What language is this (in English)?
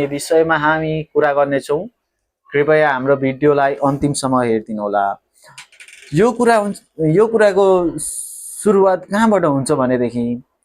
Nepali